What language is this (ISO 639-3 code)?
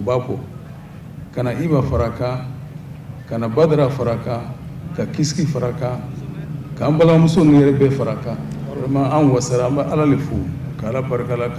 bam